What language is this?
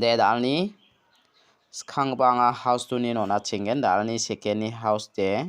Garo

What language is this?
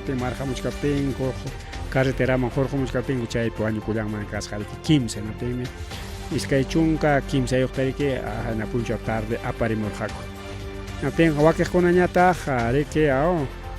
Ayacucho Quechua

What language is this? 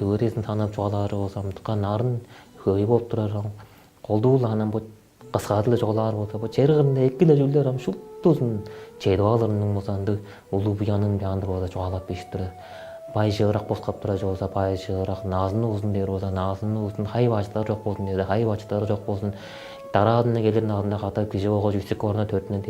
Tuvinian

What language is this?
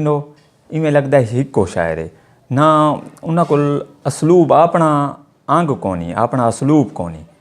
Saraiki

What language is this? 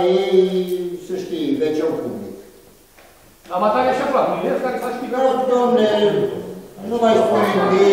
Romanian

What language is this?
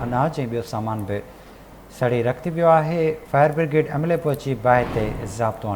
Sindhi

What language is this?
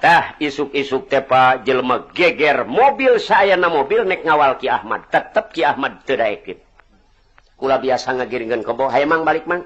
Sundanese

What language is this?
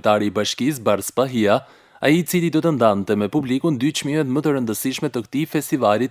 Albanian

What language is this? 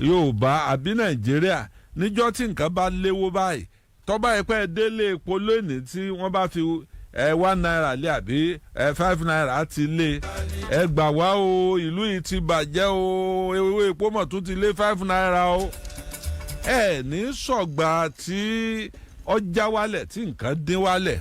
Yoruba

